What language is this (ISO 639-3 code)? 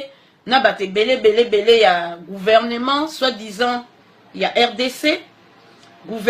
lin